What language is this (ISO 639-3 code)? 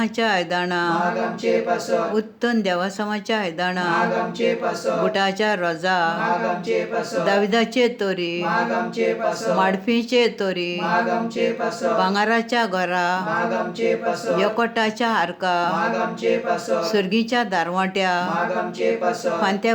kok